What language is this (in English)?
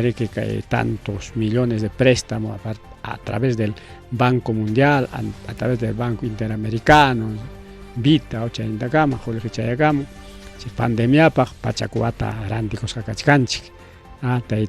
Ayacucho Quechua